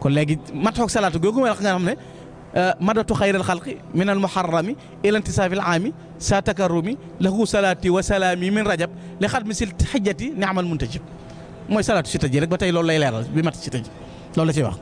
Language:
Wolof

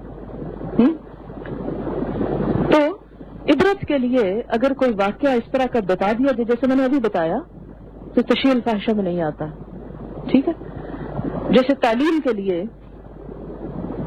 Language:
Urdu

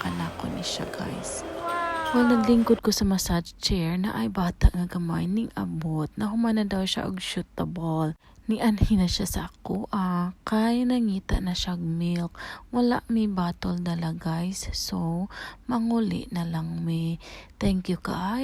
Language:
Cebuano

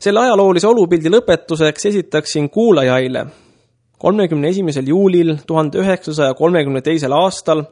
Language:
Estonian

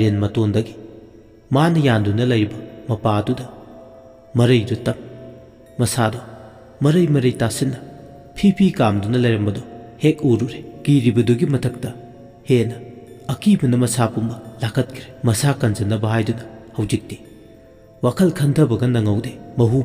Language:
Manipuri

